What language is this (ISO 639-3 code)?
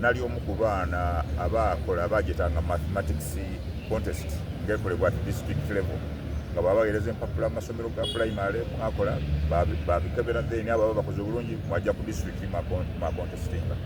xog